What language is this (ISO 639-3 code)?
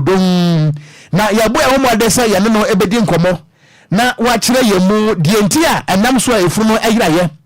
aka